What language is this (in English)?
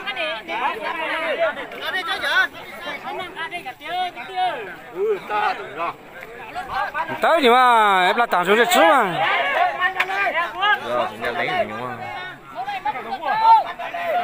Vietnamese